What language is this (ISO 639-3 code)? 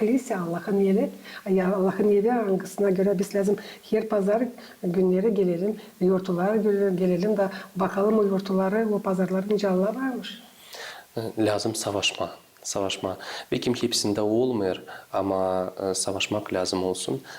gag